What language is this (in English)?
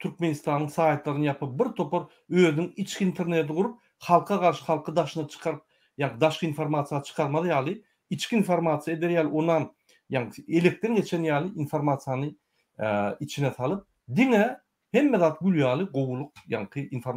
Turkmen